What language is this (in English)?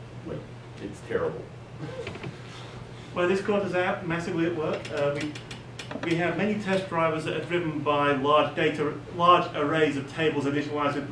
English